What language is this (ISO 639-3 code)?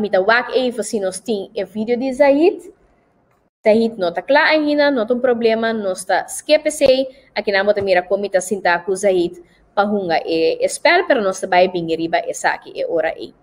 pap